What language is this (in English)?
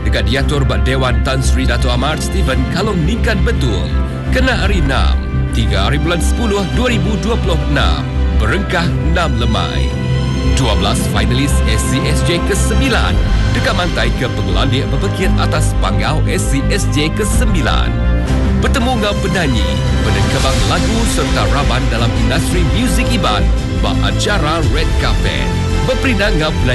Iban